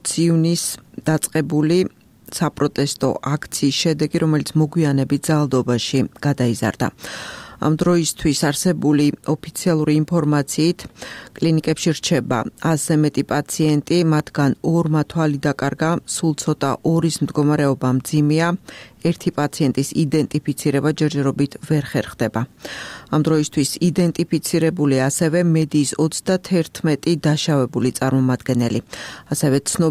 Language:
Georgian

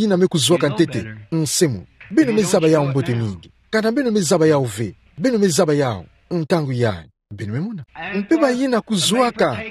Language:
Kituba (Democratic Republic of Congo)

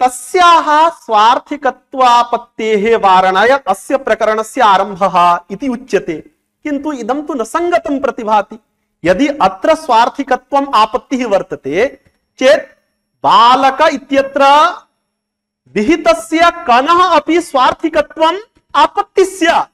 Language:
Sanskrit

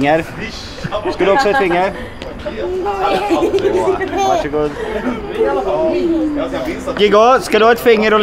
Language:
Swedish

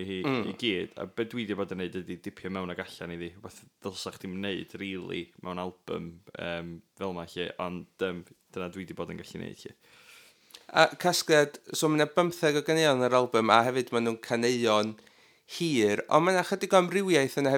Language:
Welsh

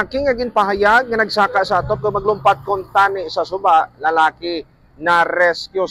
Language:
Hiligaynon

